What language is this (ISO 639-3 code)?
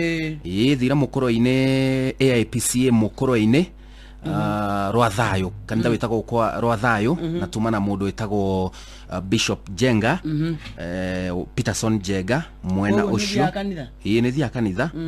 kik